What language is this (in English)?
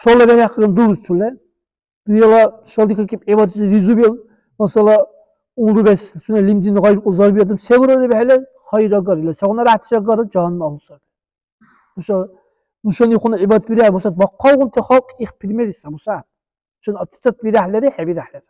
Dargwa